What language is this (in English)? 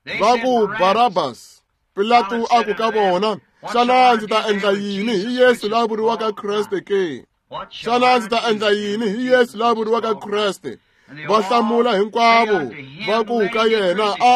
Tsonga